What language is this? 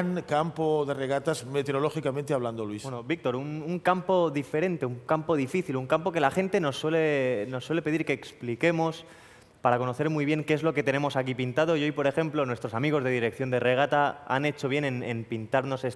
Spanish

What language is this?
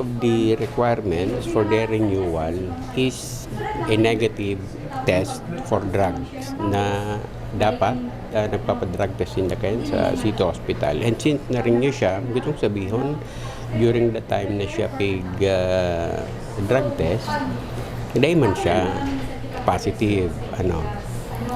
Bikol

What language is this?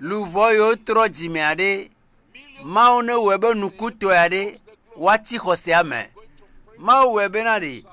Ewe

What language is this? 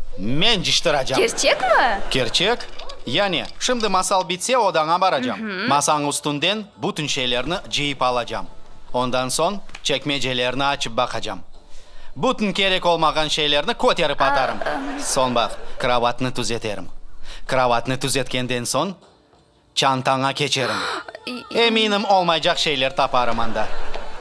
Crimean Tatar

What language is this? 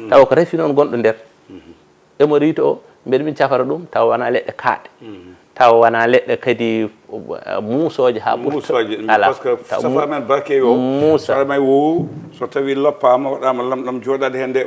Fula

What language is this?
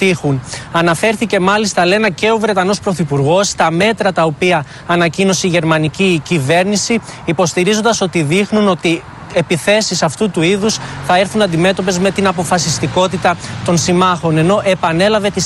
Greek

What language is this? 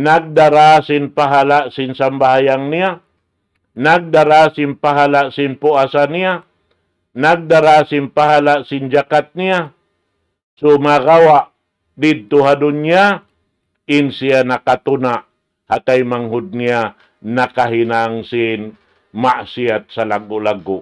Tausug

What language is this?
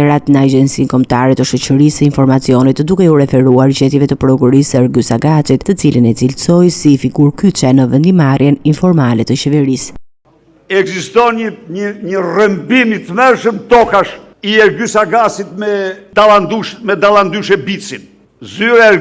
Albanian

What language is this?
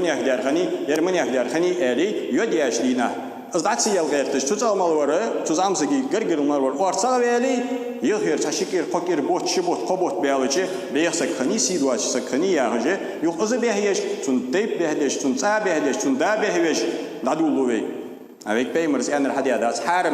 Ingush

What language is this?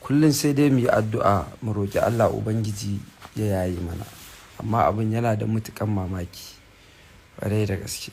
Hausa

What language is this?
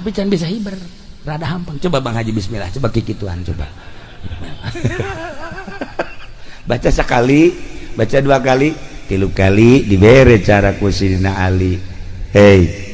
Sundanese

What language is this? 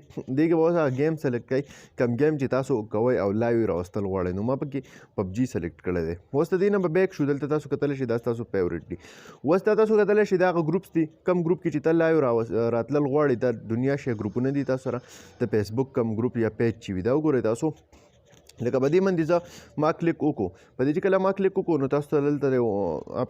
Pashto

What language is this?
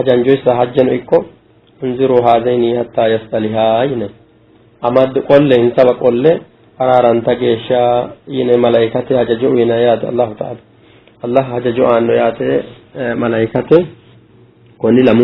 Sidamo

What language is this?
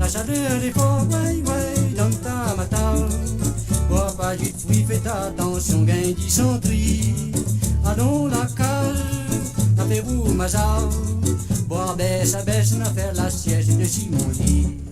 Morisyen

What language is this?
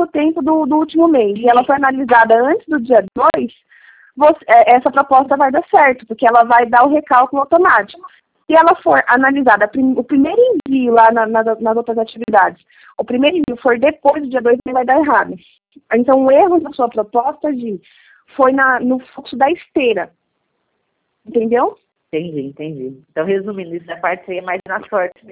Portuguese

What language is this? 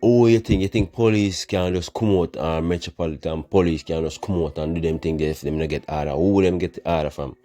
Jamaican Creole English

